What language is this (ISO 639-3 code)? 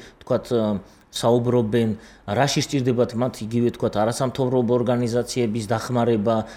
kat